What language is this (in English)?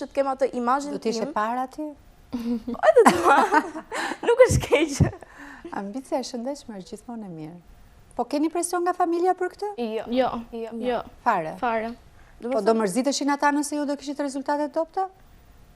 Albanian